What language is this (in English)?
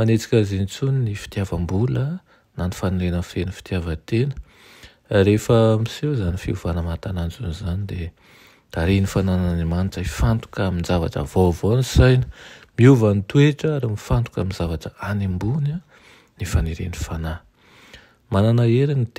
Malagasy